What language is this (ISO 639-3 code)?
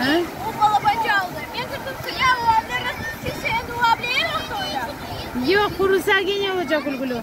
crh